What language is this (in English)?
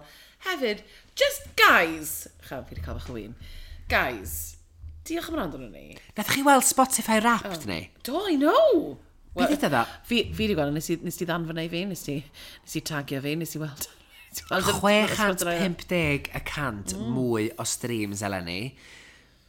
Welsh